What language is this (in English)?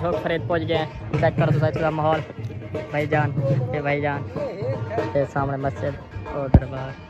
Saraiki